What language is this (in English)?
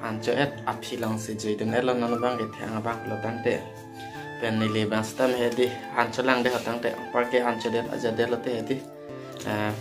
Karbi